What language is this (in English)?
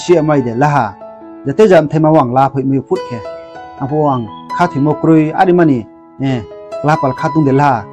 Riang (India)